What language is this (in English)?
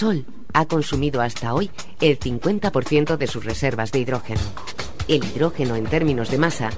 Spanish